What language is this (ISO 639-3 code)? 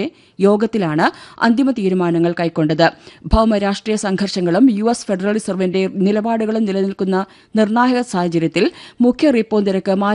mal